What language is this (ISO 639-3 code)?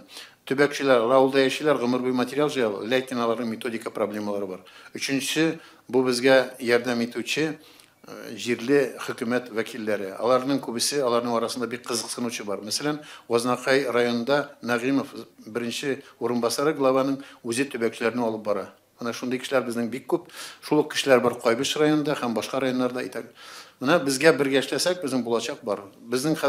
tat